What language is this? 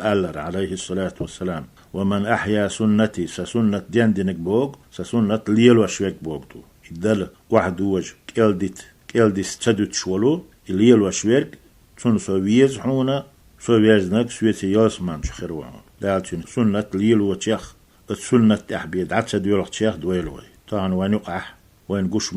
Chechen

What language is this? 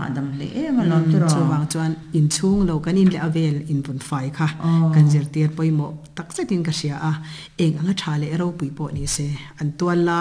Mizo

